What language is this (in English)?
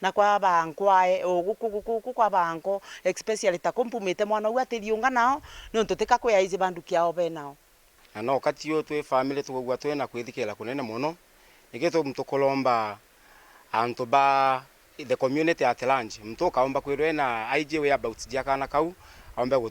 Meru